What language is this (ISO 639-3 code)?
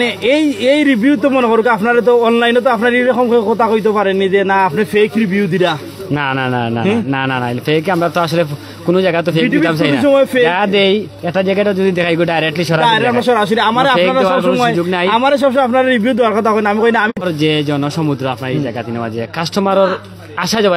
syl